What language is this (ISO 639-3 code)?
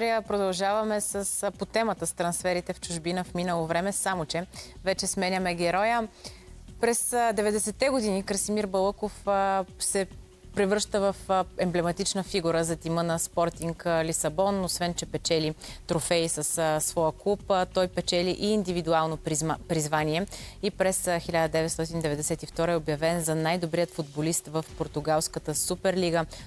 bul